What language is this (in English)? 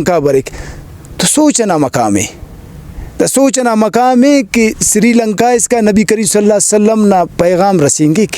Brahui